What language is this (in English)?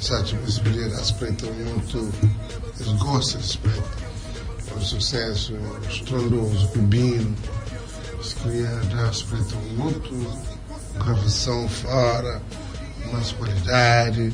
Kabuverdianu